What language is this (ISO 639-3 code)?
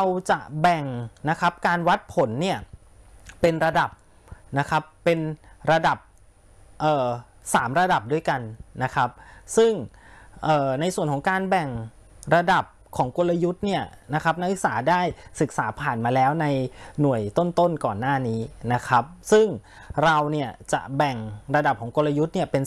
tha